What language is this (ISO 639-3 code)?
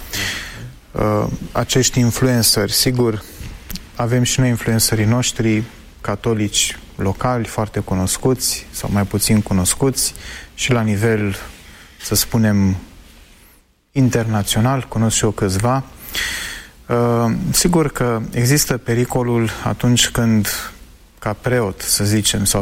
ron